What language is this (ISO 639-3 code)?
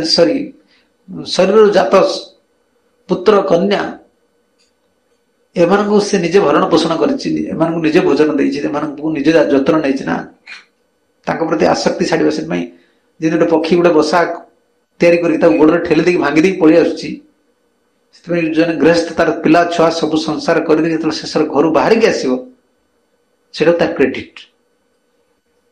ori